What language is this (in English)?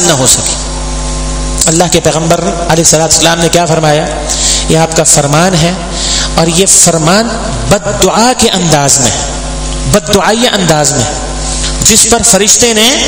Urdu